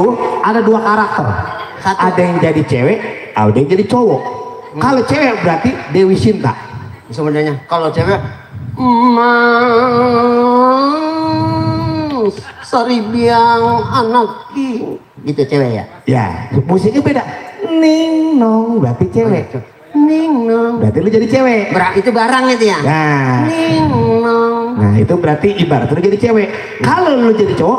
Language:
Betawi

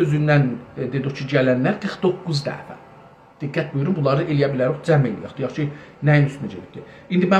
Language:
South Azerbaijani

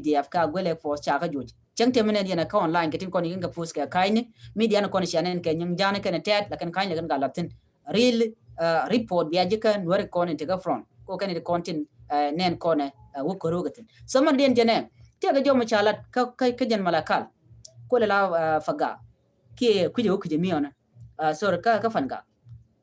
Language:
Nuer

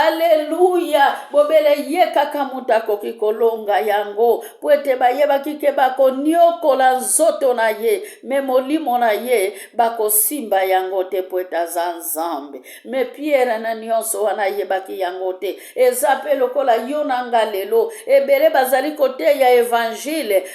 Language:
Lingala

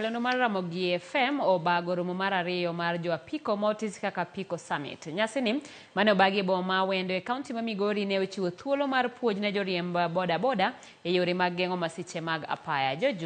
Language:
Luo (Kenya and Tanzania)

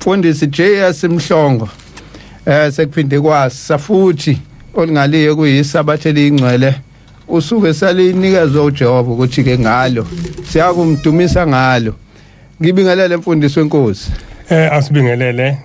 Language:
Zulu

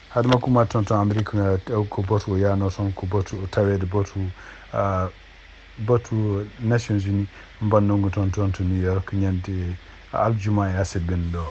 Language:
Fula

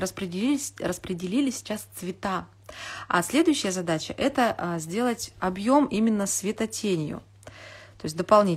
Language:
Russian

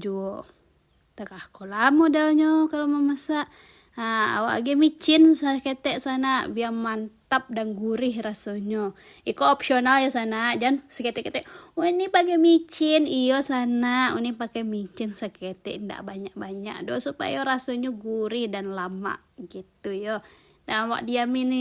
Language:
Minangkabau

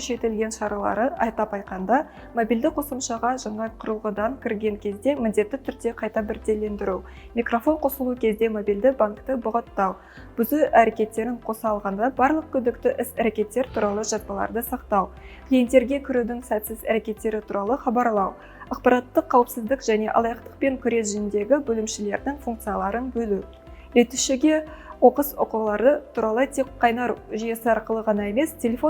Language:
Kazakh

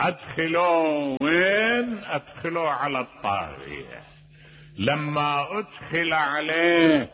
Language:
Mesopotamian Arabic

